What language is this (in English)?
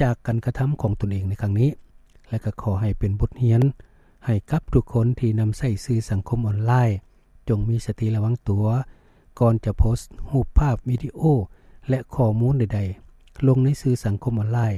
Lao